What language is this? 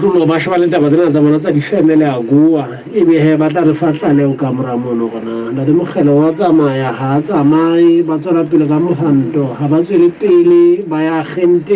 Southern Sotho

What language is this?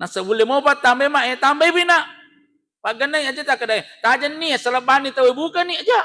Buginese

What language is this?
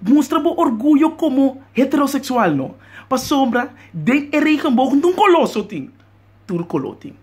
Papiamento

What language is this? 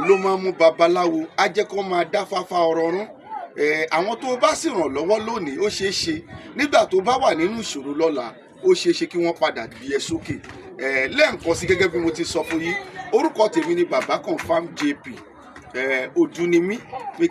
Yoruba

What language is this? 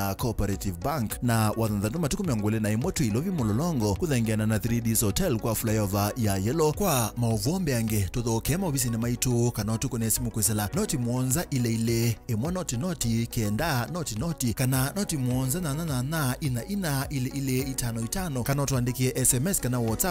Kamba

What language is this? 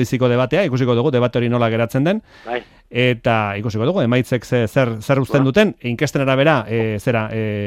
Basque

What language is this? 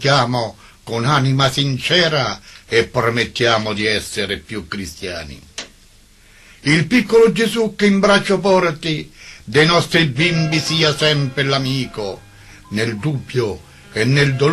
Italian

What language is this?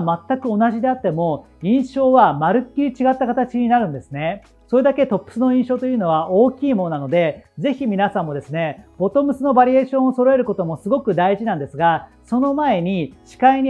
Japanese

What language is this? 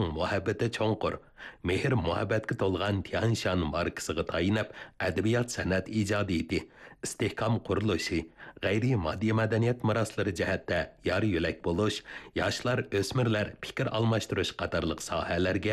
Uyghur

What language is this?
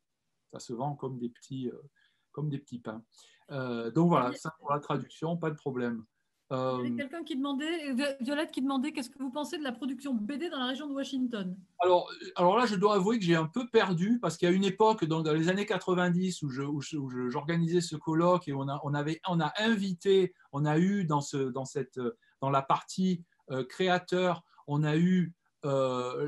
French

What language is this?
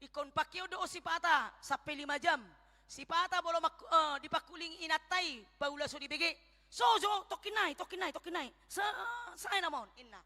Batak Toba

